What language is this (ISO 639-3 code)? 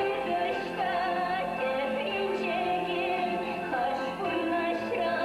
chv